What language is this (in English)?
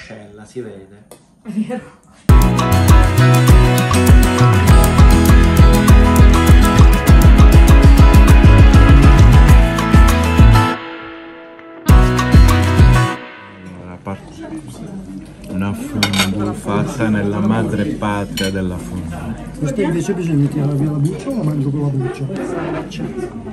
Italian